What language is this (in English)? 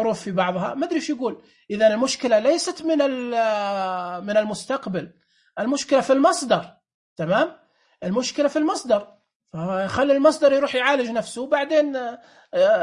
Najdi Arabic